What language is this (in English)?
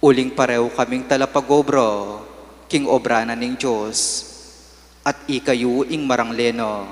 Pampanga